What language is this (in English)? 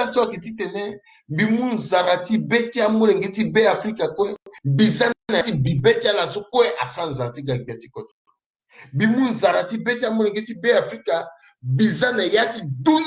Sango